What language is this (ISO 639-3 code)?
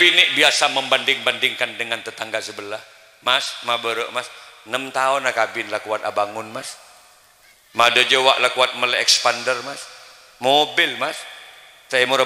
mad